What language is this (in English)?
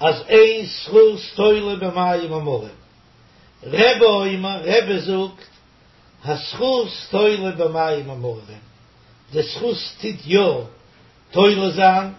Yiddish